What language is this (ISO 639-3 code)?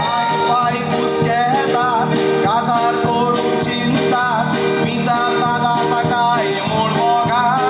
kok